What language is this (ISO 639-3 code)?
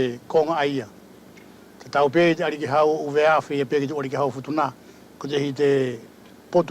wls